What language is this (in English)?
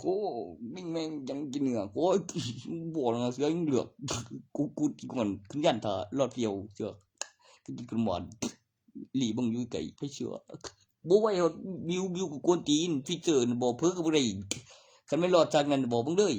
Northeastern Thai